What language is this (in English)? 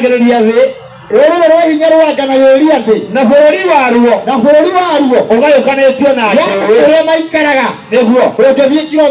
Kikuyu